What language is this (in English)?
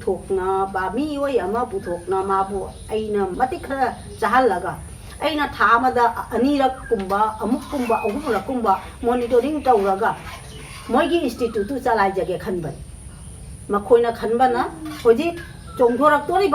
Manipuri